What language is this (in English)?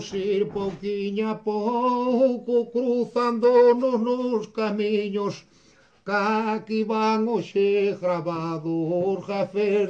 Galician